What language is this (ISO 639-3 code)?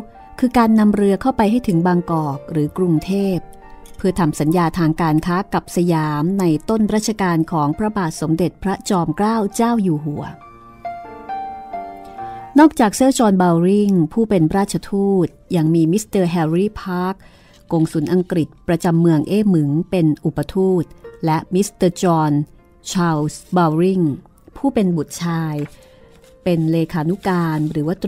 tha